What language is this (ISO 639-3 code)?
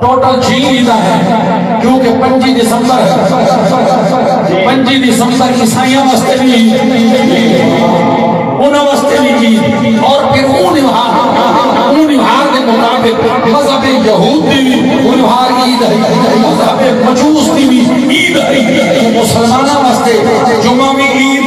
skr